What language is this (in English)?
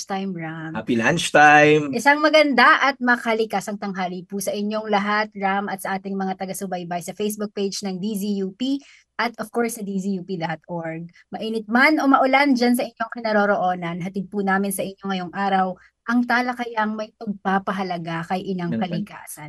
Filipino